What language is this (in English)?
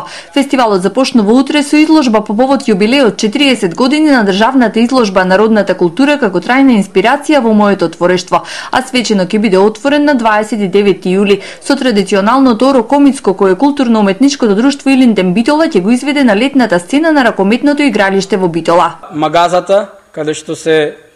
Macedonian